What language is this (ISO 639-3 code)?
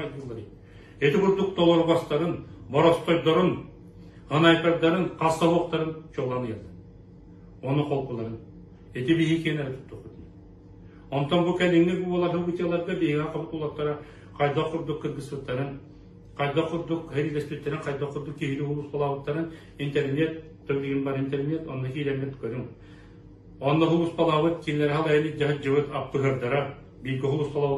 sah